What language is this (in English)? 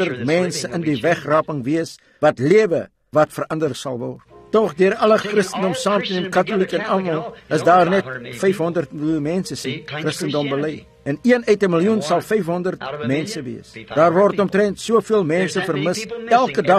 Afrikaans